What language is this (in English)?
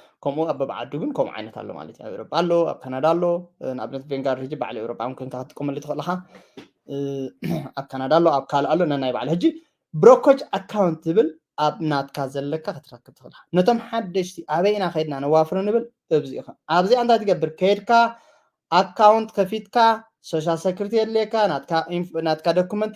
Tigrinya